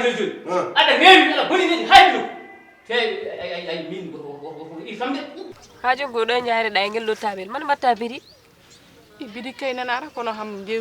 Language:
Fula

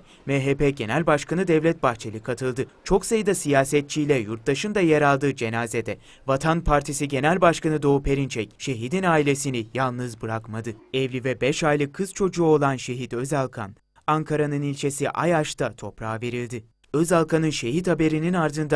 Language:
Turkish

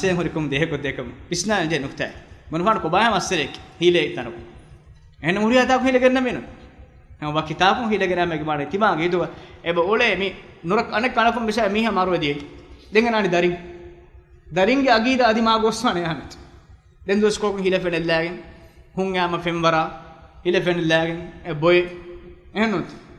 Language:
Divehi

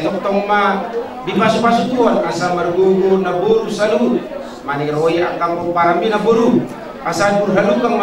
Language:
Batak Toba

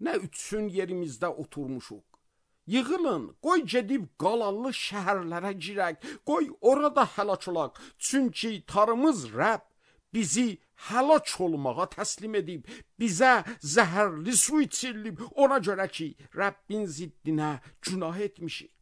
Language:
Azerbaijani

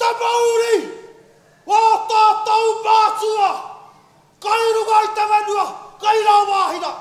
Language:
Māori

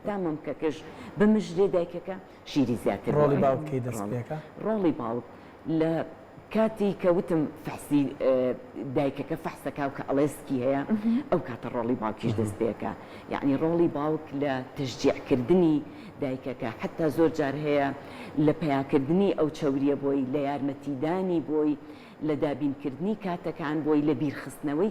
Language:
Central Kurdish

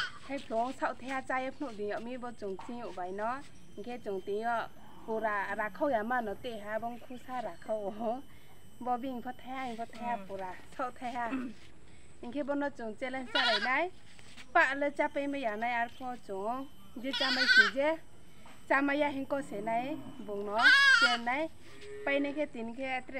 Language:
Riang (India)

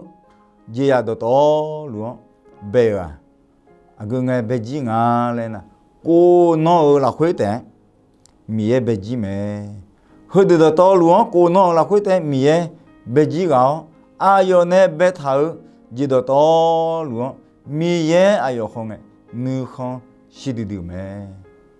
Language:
Akha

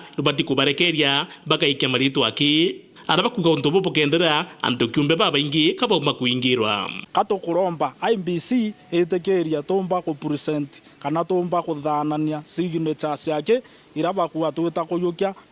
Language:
Meru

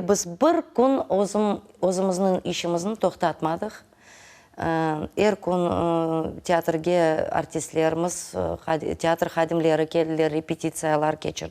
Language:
Crimean Tatar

